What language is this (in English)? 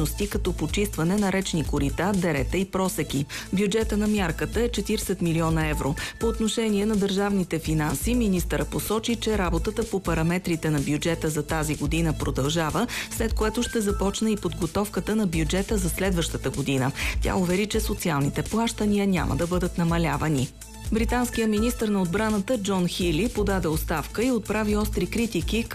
Bulgarian